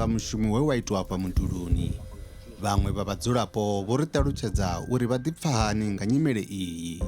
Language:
Venda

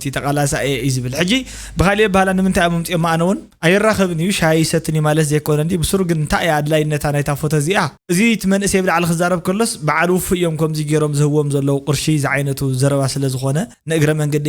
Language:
Tigrinya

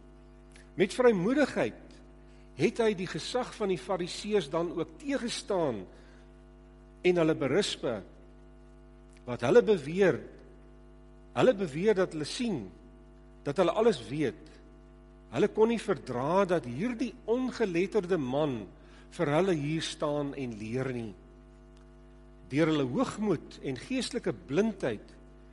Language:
Afrikaans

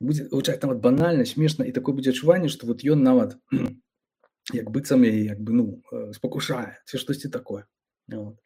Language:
Belarusian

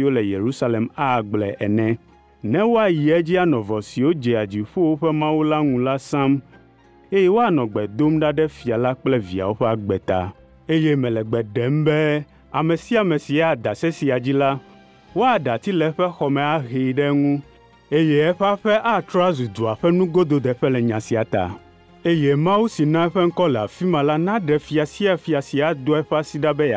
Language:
Ewe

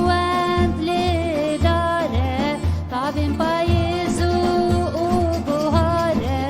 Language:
Kurdish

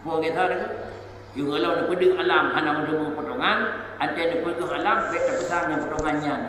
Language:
Achinese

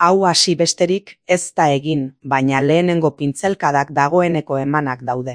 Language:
Basque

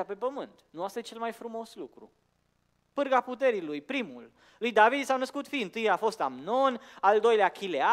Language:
Romanian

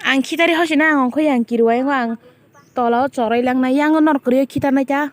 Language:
Kok Borok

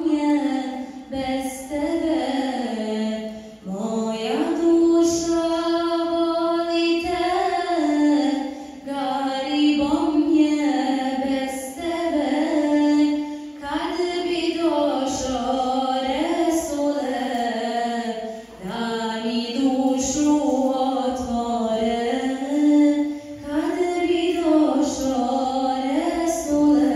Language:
Bosnian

